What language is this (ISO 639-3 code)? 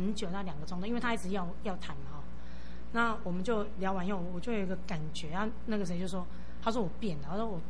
zho